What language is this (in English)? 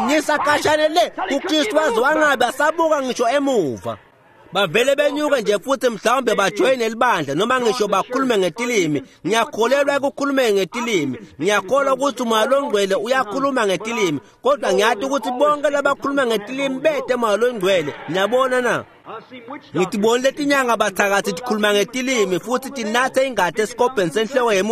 Swati